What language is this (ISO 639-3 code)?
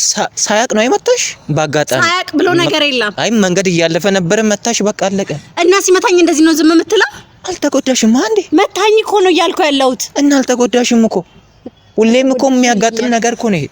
amh